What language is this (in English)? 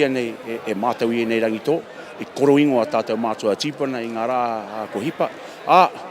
Māori